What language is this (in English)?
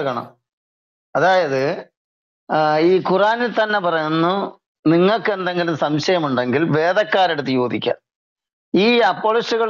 Malayalam